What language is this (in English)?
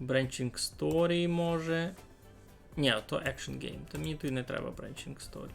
Rusyn